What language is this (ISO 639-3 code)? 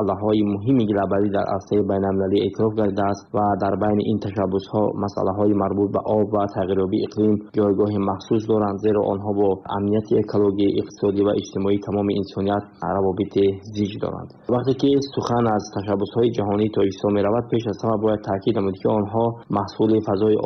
tgk